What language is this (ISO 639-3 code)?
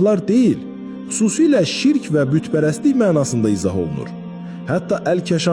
aze